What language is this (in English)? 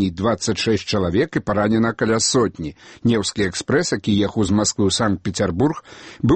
Belarusian